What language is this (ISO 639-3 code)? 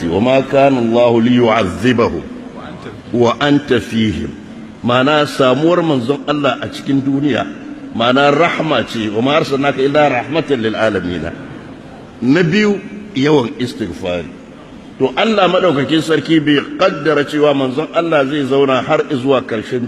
hau